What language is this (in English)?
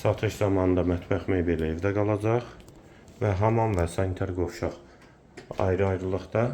Azerbaijani